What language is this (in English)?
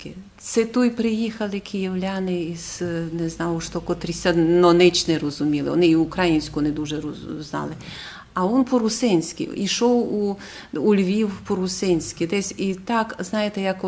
Rusyn